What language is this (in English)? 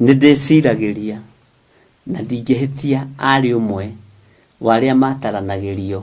Kikuyu